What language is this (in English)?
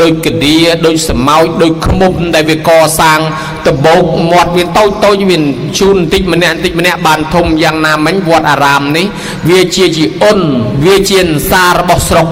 Khmer